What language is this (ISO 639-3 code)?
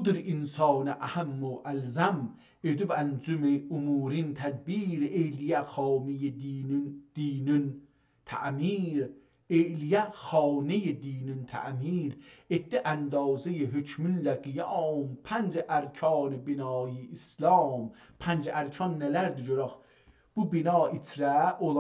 azb